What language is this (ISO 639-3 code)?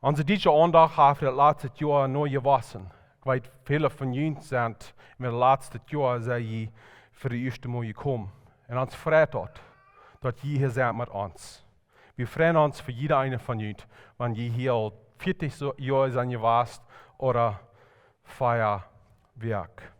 pdt